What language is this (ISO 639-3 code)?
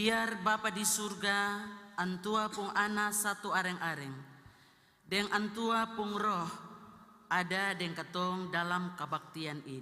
abs